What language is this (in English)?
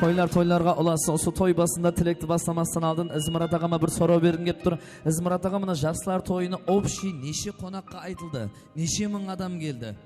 Kara-Kalpak